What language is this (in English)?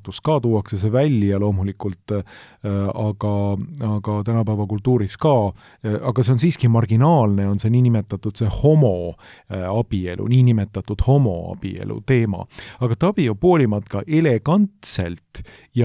Estonian